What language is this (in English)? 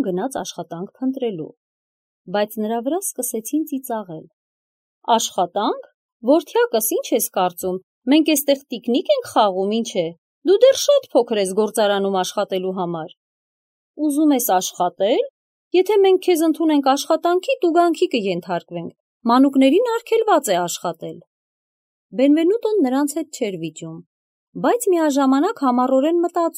Armenian